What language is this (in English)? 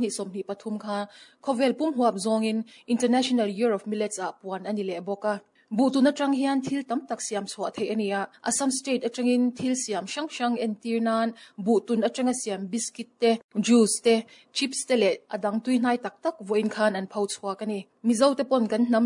Mizo